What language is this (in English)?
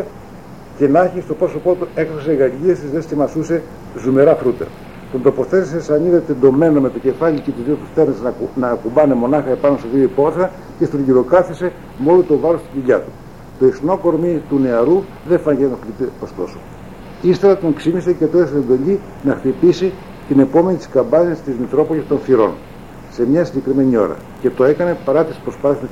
Greek